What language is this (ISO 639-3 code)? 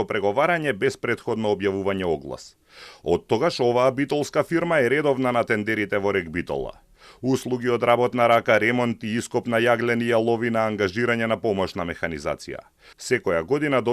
mkd